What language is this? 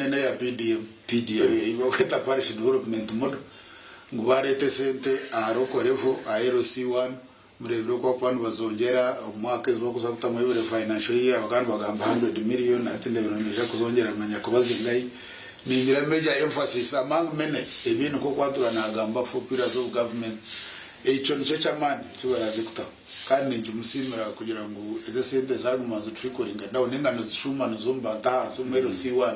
Nyankole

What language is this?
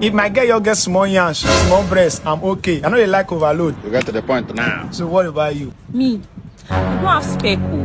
Nigerian Pidgin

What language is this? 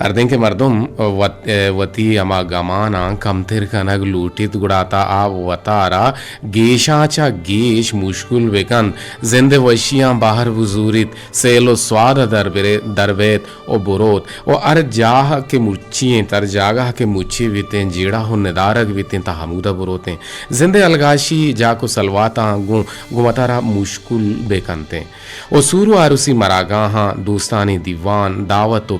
Eastern Balochi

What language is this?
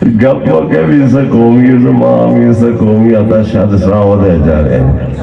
Eastern Balochi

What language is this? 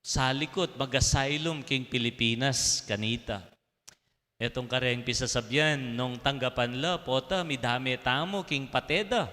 Pampanga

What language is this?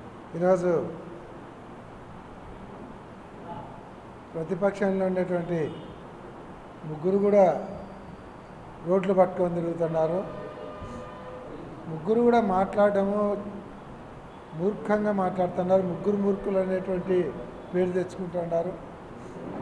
Telugu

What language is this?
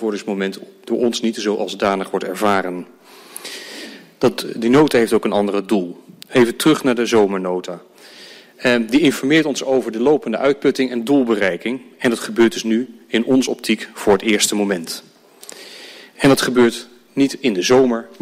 Dutch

